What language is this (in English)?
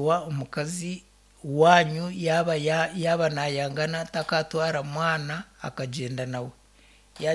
Nyankole